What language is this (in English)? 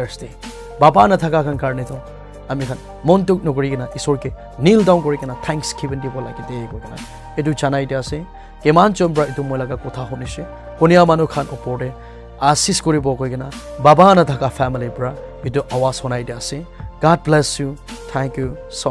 Naga Pidgin